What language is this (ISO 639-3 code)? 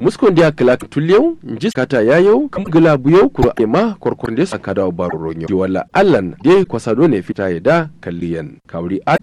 kau